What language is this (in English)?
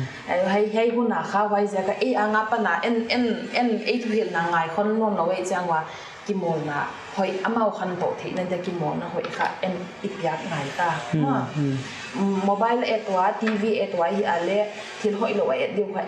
Paite Chin